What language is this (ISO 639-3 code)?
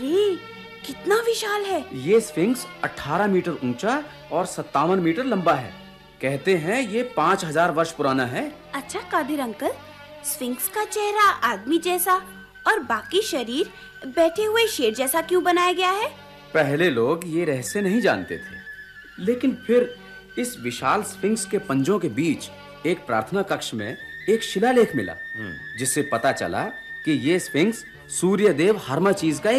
hin